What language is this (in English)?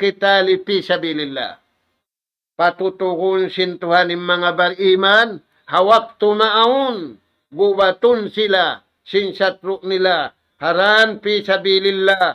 Tausug